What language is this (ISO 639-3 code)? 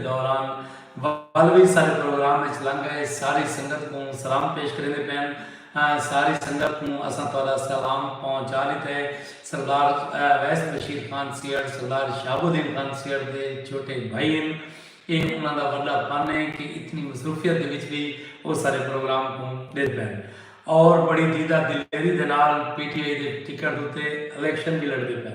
skr